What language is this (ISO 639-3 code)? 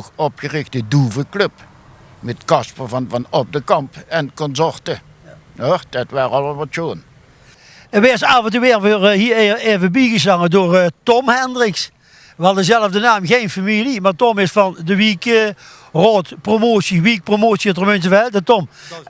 lim